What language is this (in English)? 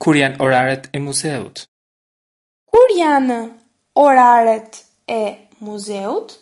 Albanian